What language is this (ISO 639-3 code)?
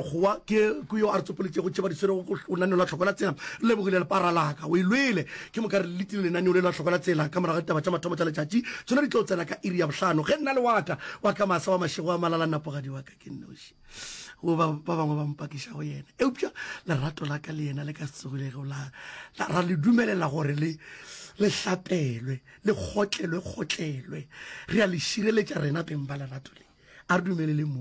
nso